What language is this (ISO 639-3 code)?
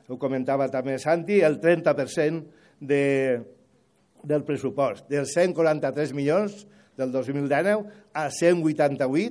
cat